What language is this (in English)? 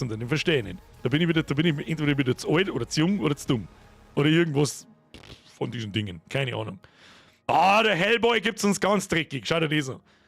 Bavarian